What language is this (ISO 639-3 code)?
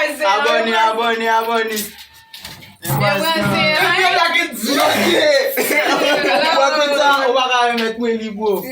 hat